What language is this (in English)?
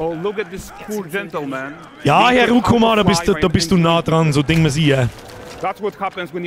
Bavarian